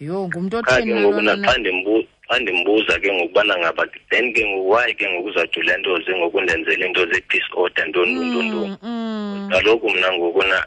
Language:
Xhosa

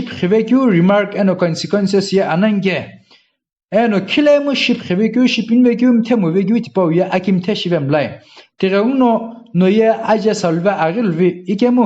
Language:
Sumi Naga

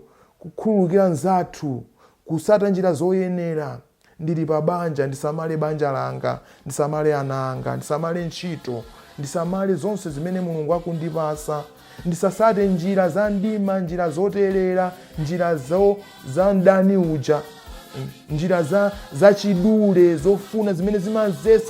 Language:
Nyanja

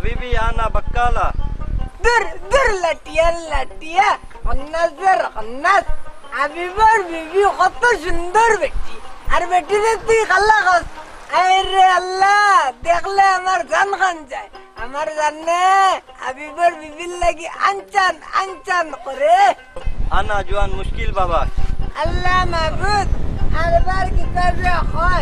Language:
Sylheti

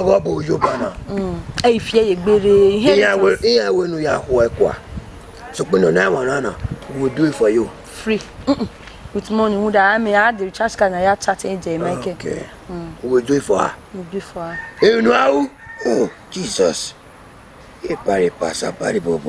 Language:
Bini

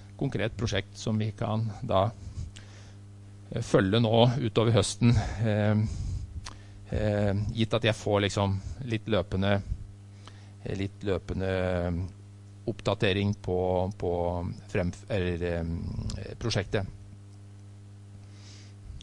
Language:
Norwegian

